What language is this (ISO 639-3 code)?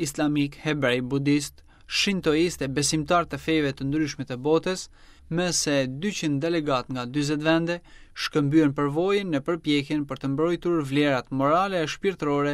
sqi